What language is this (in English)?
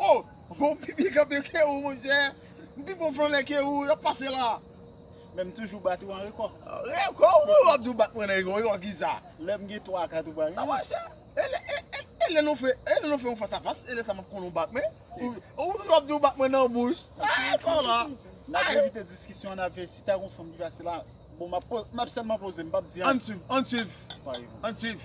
Haitian Creole